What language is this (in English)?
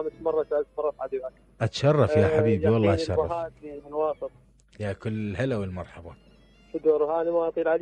Mesopotamian Arabic